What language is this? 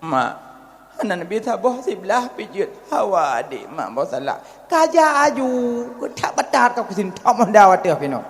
Achinese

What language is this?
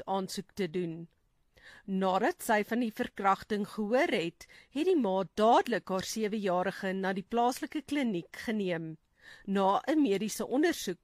Afrikaans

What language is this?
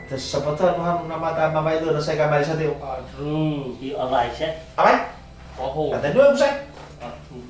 Nias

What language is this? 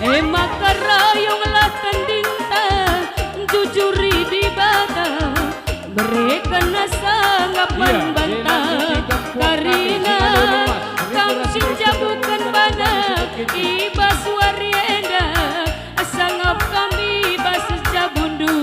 Batak Karo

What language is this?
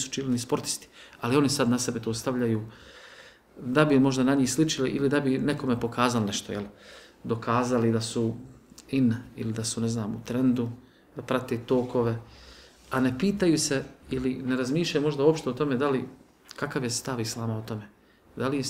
Bosnian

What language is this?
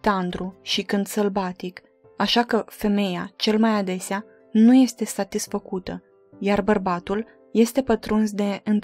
Romanian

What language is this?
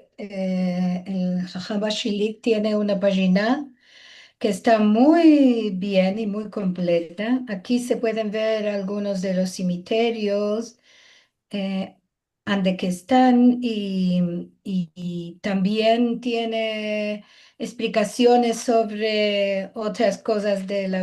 Ladino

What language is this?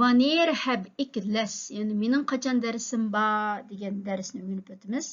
Uyghur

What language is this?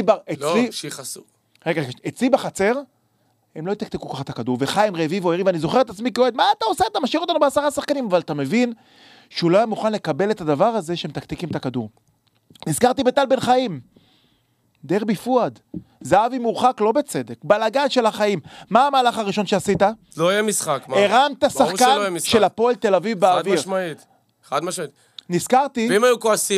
Hebrew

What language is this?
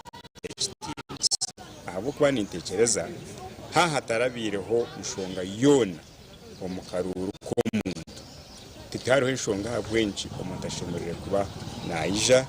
Nyankole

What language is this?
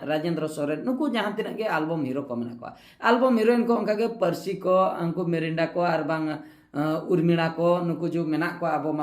Santali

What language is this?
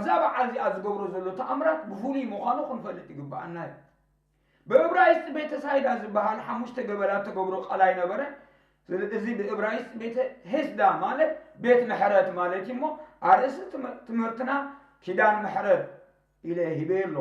Tigrinya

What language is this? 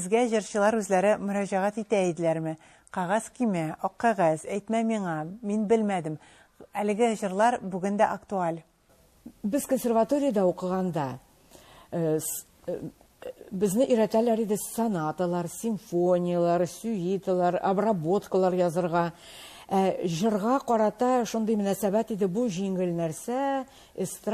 Tatar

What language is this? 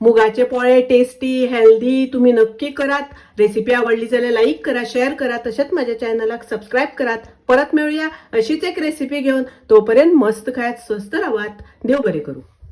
Konkani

